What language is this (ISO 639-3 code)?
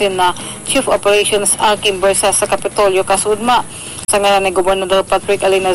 bik